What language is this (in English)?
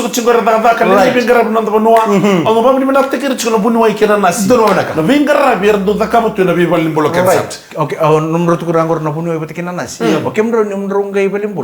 Fijian